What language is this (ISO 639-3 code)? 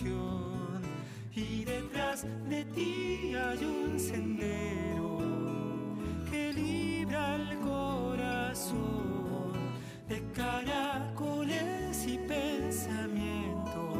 spa